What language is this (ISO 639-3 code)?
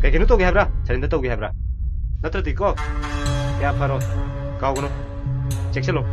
mni